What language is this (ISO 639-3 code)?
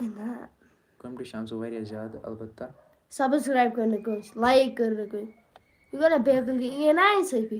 kas